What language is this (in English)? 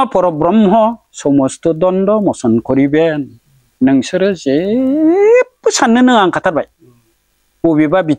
Bodo